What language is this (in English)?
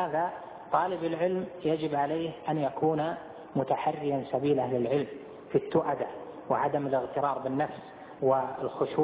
Arabic